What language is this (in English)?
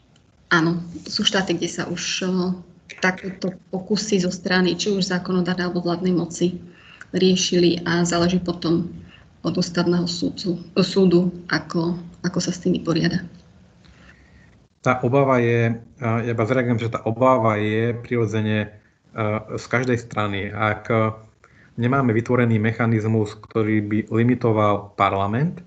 Slovak